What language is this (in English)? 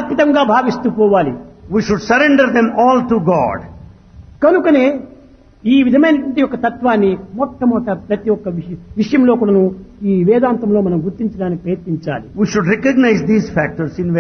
Telugu